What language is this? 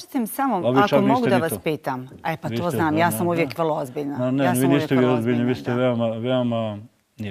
Bosnian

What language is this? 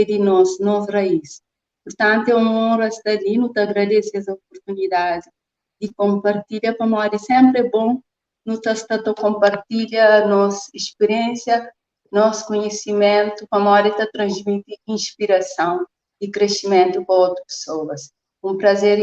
Kabuverdianu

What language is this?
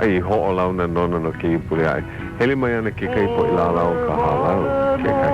Hawaiian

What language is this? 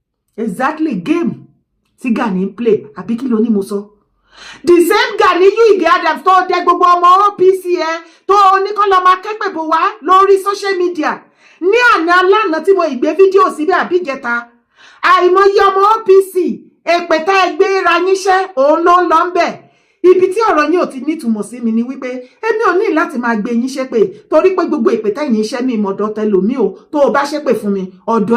Yoruba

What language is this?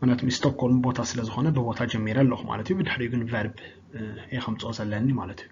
Tigrinya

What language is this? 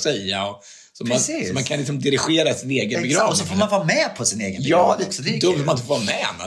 Swedish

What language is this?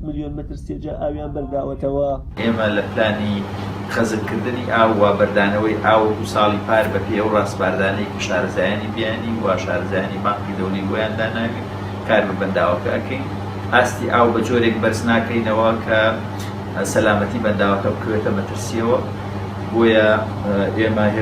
Central Kurdish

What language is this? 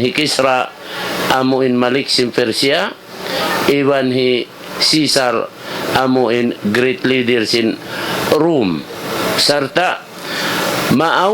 Tausug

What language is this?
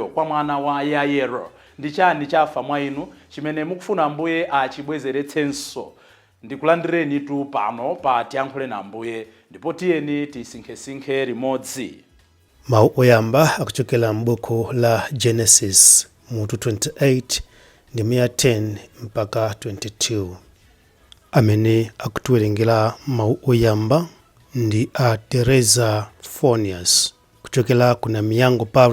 Nyanja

